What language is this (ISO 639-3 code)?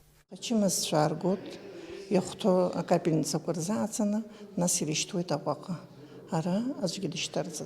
abk